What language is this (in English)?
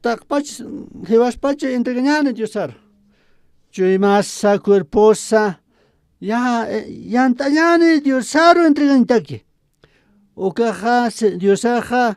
Aymara